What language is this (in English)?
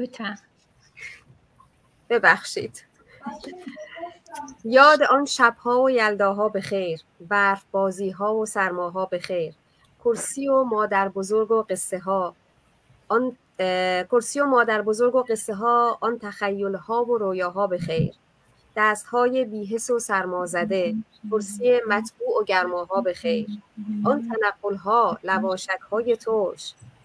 Persian